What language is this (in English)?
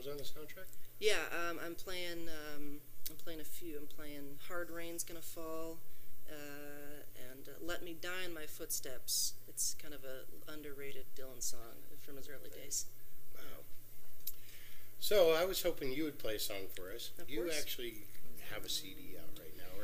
English